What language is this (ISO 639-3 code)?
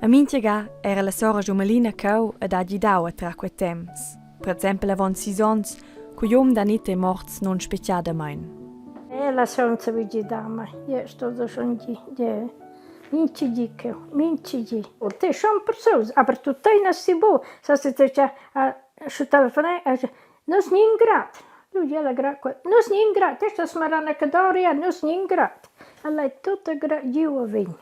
roh